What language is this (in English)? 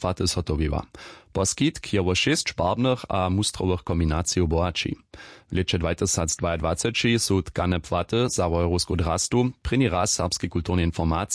Upper Sorbian